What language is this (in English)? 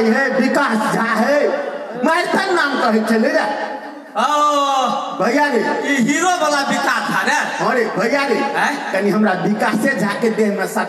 Maithili